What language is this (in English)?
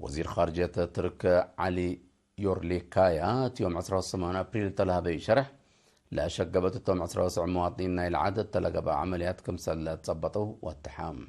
Tigre